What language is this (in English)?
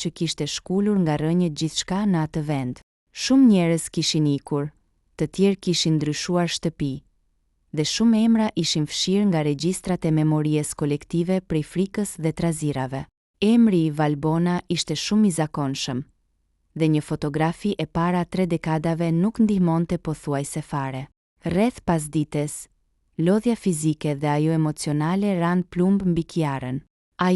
Albanian